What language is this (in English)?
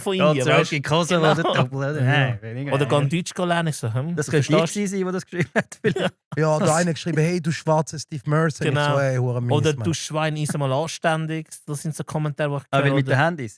Swiss German